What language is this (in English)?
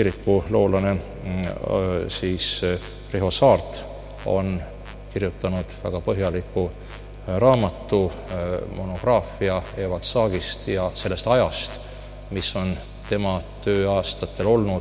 Estonian